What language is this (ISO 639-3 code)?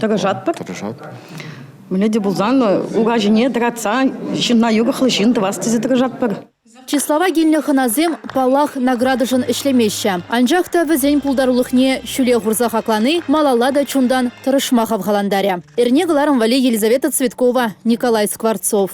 chv